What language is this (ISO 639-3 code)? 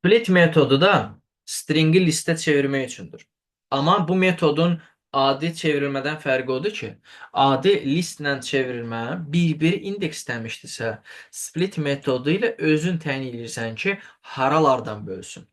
aze